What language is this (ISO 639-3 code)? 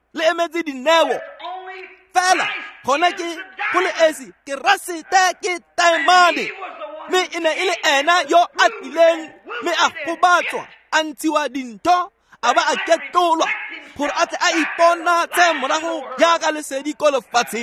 tsn